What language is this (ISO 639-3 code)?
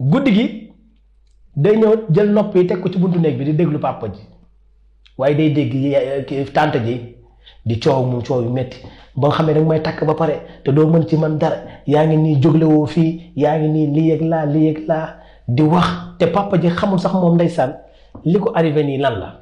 wol